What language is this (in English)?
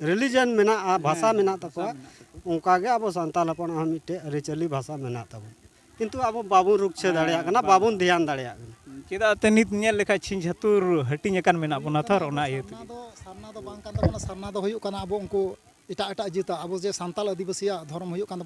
Santali